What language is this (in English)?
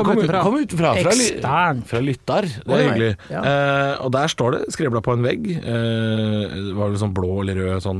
Norwegian